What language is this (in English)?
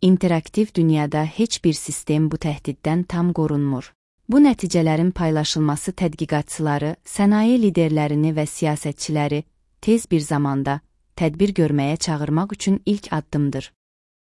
Azerbaijani